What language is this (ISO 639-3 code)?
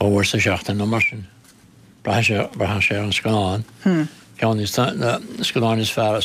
gle